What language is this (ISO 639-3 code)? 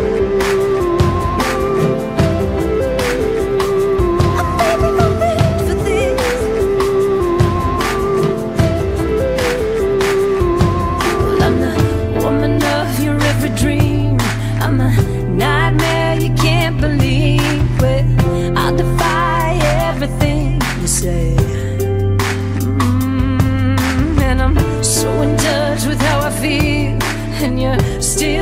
eng